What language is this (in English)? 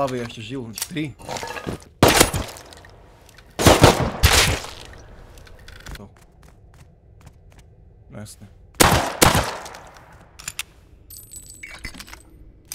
Slovak